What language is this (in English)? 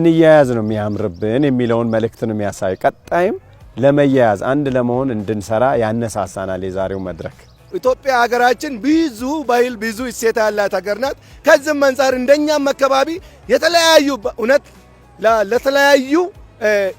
Amharic